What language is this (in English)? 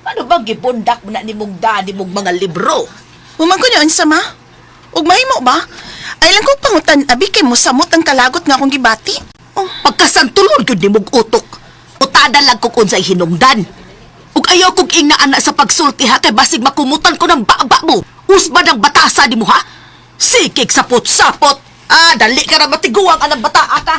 Cebuano